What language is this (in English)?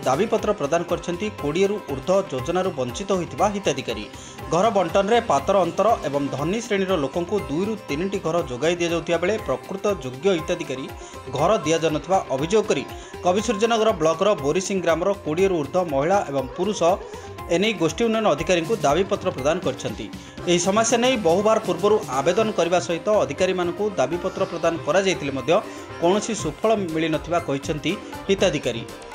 Odia